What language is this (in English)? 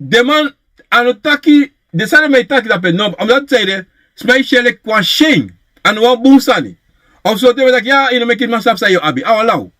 Sranan Tongo